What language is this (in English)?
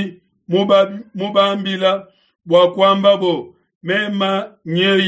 Luba-Lulua